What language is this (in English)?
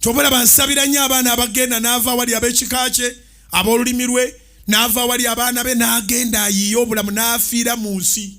Ganda